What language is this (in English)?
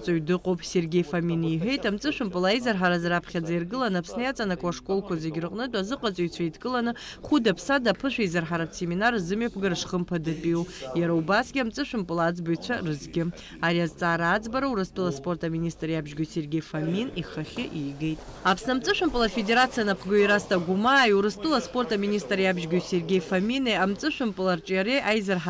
Abkhazian